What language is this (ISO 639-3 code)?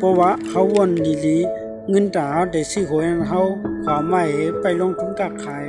shn